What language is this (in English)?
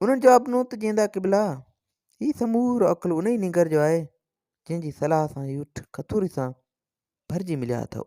Sindhi